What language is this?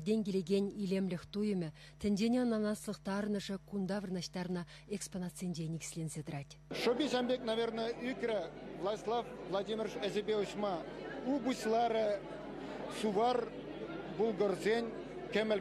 Chuvash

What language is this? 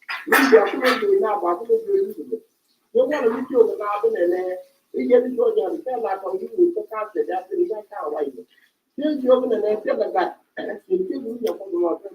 Nuer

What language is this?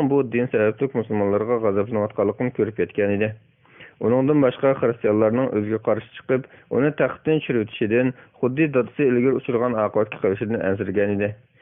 Uyghur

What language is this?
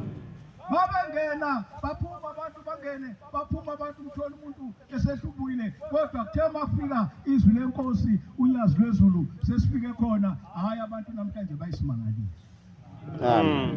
Zulu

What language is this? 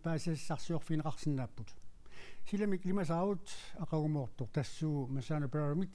Kalaallisut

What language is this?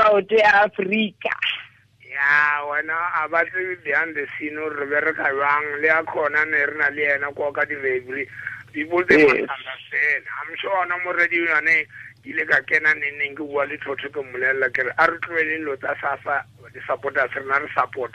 Tswana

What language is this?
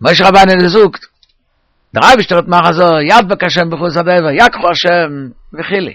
Yiddish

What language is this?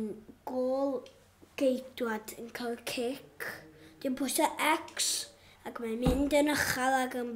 Welsh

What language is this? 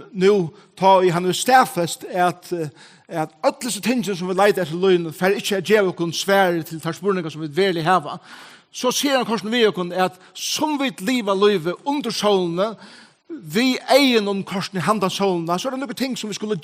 Faroese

